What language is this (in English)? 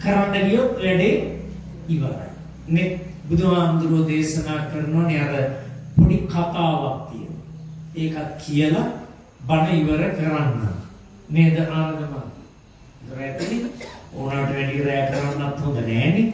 Sinhala